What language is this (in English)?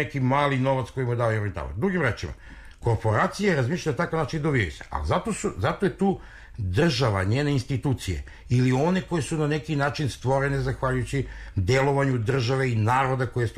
Serbian